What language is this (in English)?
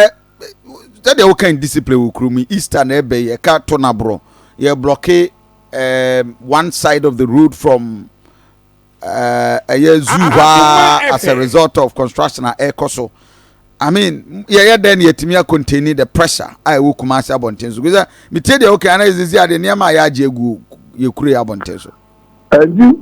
Akan